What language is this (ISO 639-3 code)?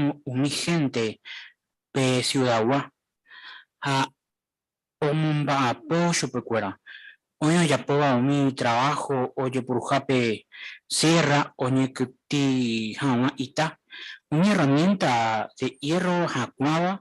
grn